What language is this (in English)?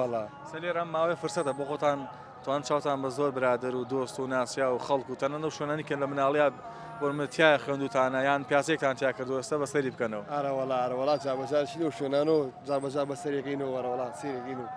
Central Kurdish